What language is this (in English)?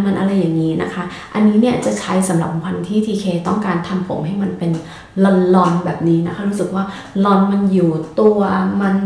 Thai